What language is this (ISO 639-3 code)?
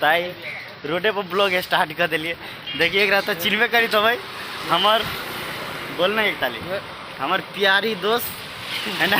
mai